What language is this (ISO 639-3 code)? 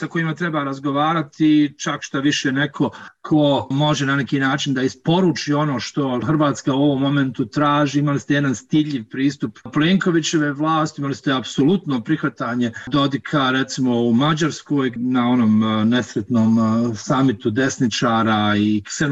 bos